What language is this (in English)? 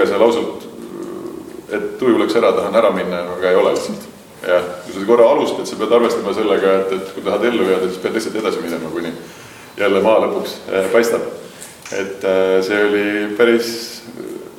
Estonian